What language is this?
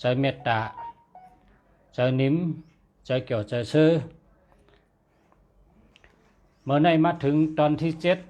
Shan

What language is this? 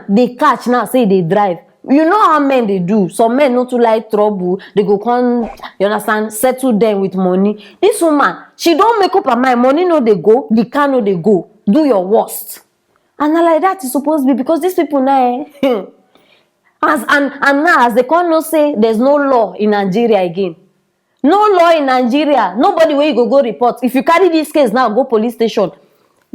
Nigerian Pidgin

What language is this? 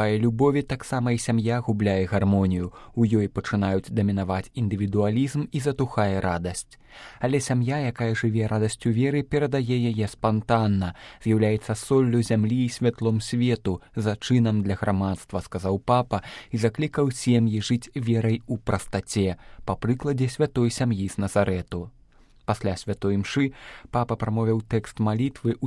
Belarusian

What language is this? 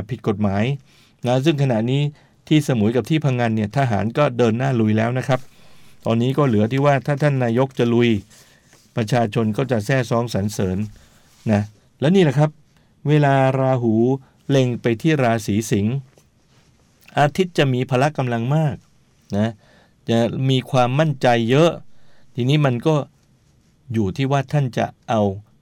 Thai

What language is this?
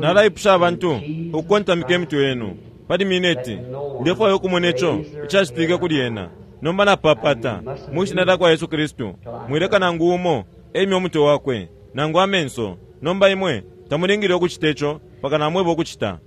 Bemba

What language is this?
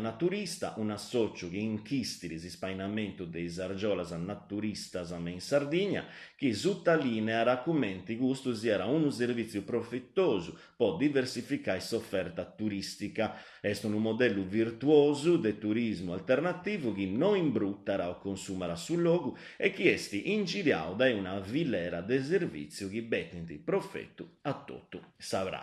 Sardinian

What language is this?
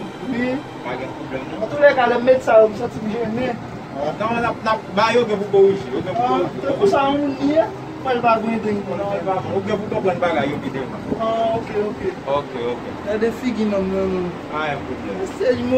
Haitian Creole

